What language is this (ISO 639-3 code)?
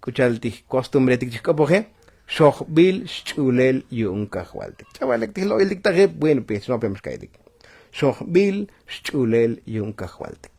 tzo